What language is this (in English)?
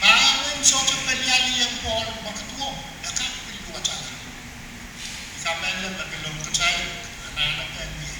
Pohnpeian